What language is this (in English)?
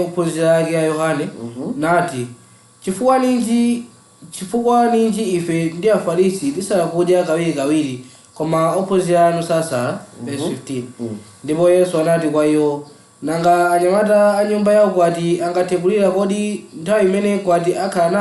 Nyanja